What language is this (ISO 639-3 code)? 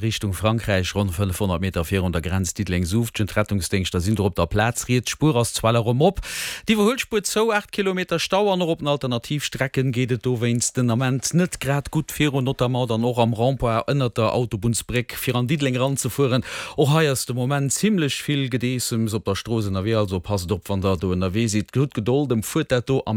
ltz